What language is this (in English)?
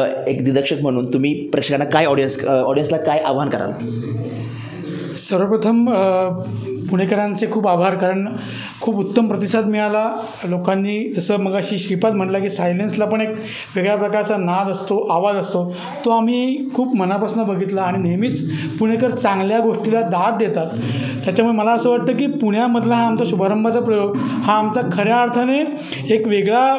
Marathi